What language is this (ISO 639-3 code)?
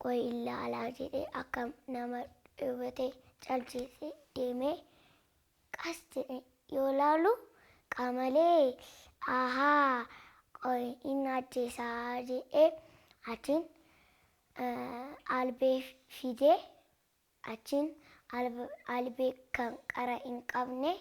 orm